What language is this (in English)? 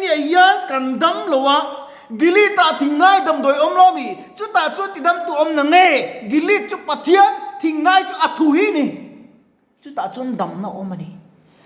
Mizo